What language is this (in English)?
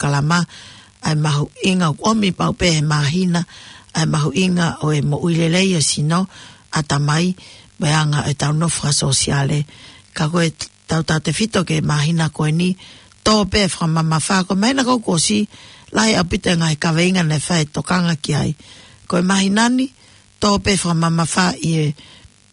Tongan